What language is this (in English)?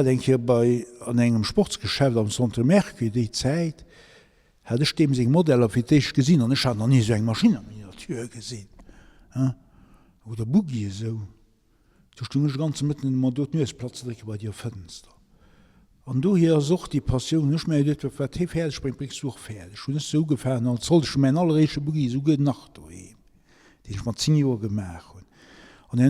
Luxembourgish